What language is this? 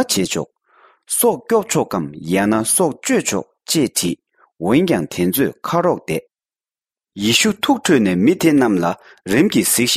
Tibetan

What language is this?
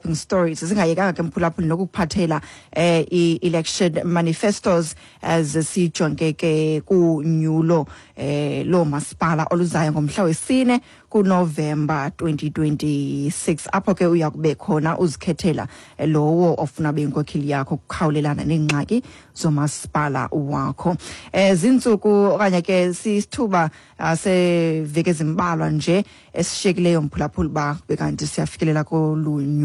Xhosa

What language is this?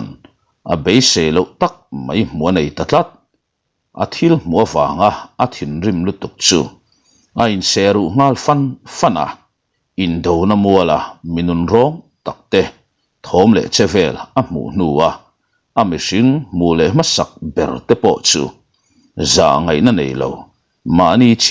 Mizo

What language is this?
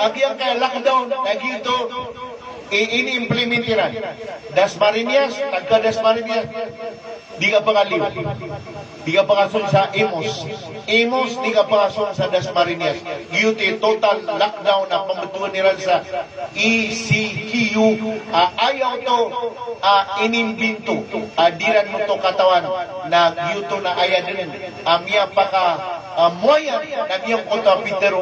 Maranao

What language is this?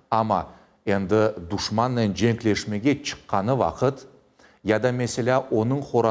Crimean Tatar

